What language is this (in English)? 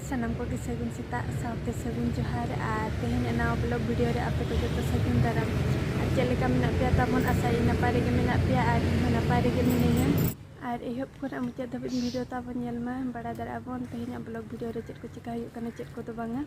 Santali